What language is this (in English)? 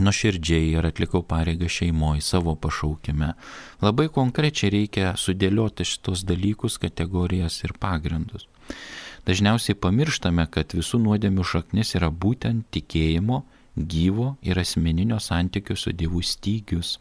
Lithuanian